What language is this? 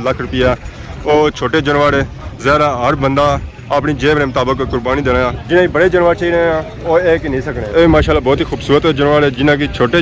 Pahari-Potwari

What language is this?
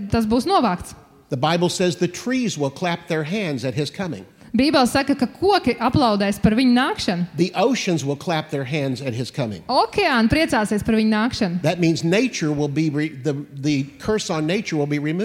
Latvian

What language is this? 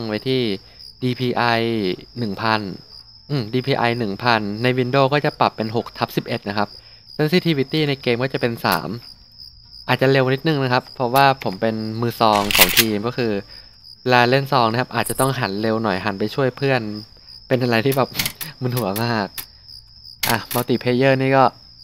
Thai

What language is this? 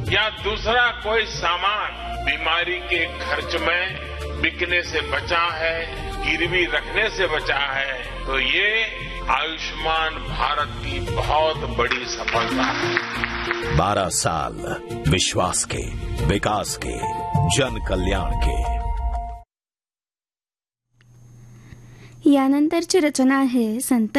Marathi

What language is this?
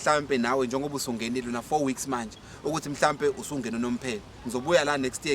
Zulu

